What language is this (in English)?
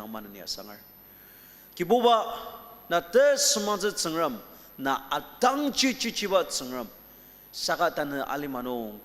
Ao Naga